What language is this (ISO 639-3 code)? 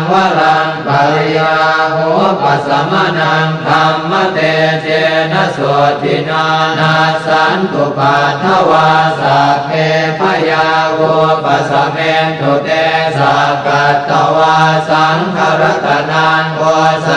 pli